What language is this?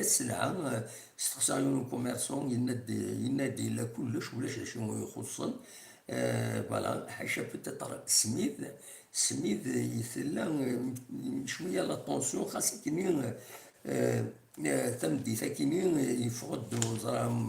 Kabyle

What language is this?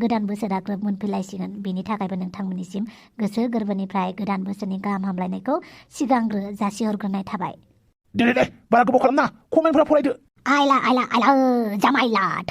Bodo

